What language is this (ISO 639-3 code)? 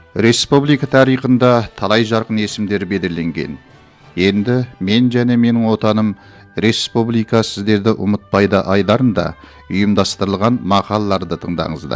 kaz